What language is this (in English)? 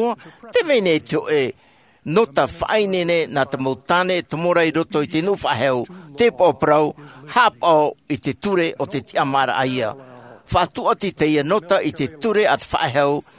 Tahitian